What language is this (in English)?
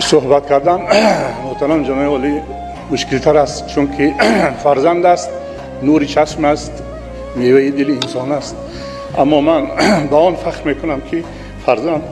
Tajik